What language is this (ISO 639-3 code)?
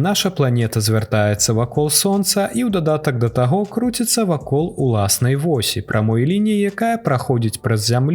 bel